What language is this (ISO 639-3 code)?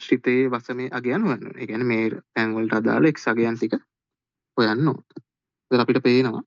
sin